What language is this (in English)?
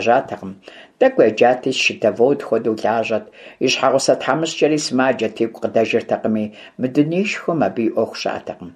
Kabardian